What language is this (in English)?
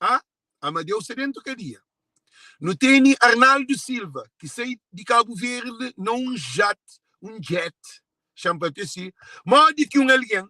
Kabuverdianu